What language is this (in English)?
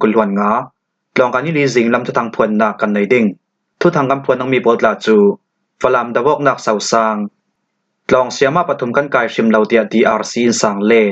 Falam Chin